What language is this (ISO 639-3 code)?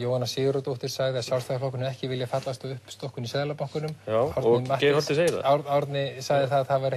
isl